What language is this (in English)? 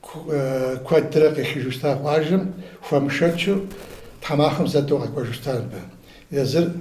Kabardian